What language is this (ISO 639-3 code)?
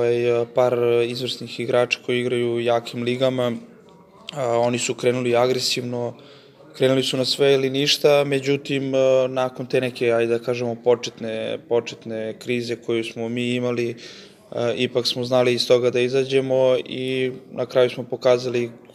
srp